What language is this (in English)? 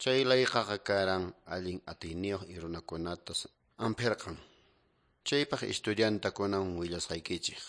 Quechua